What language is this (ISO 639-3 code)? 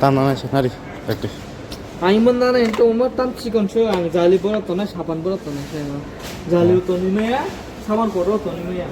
trp